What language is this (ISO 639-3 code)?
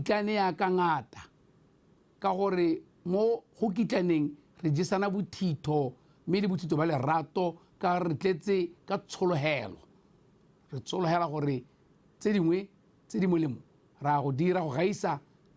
tsn